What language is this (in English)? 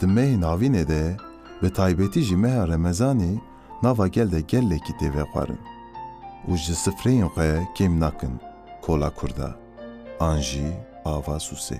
Kurdish